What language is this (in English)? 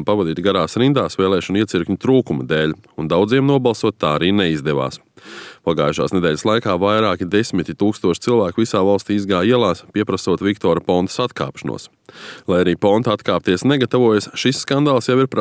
Latvian